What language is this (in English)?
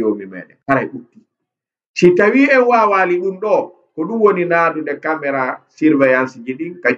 Fula